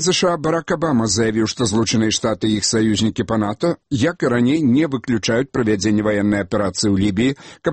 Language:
Belarusian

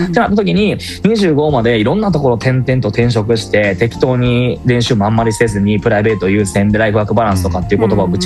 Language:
Japanese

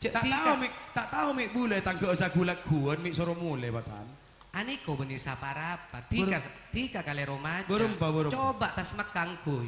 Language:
Madurese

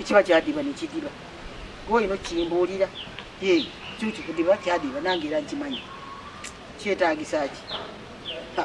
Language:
Ganda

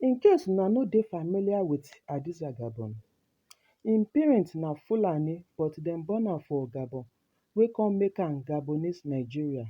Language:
Nigerian Pidgin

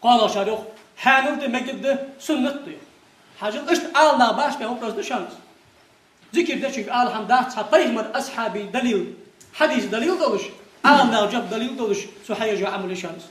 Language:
Ingush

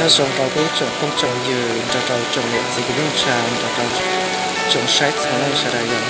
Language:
Hmong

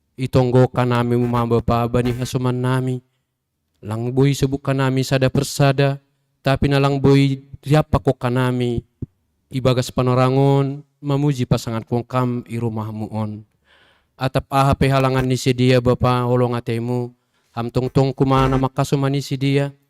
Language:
Batak Simalungun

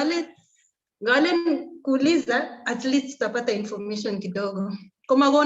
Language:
Kalenjin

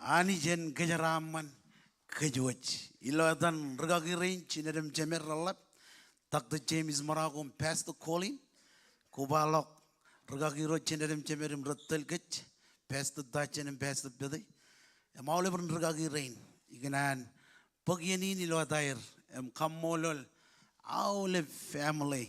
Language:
Marshallese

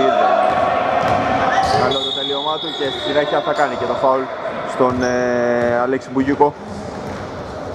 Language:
Greek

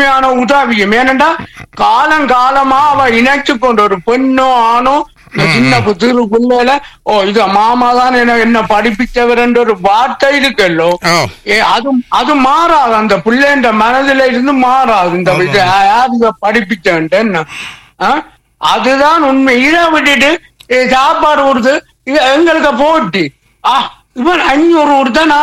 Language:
Tamil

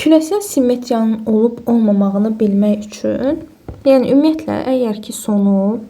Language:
Azerbaijani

